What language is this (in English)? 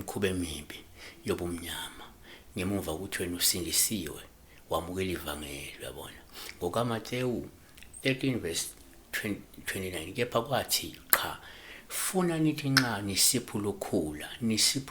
Zulu